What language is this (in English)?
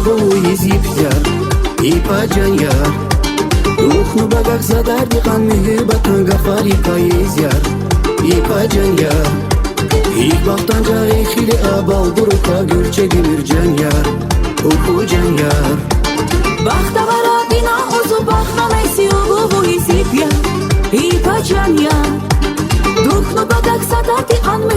Tabassaran